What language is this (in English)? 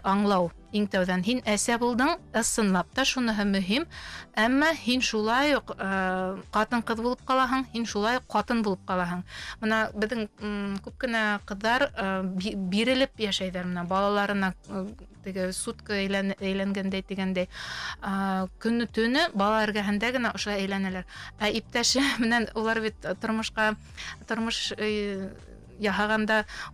Bashkir